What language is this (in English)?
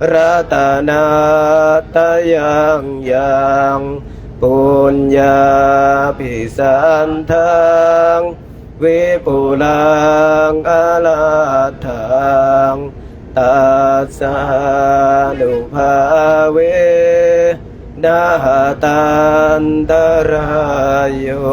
Pali